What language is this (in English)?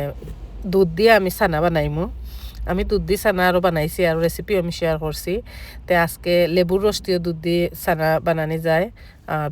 Sylheti